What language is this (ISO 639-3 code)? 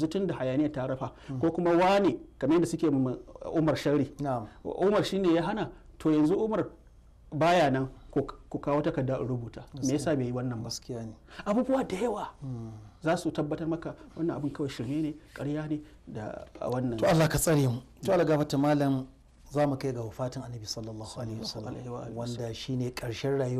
hau